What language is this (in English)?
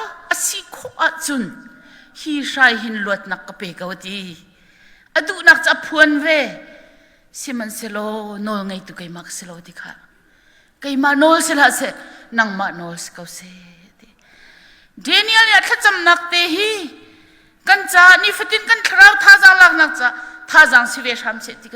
Hakha Chin